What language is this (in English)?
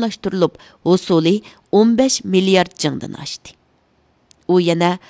Uyghur